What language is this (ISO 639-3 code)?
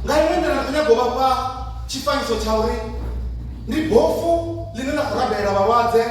ven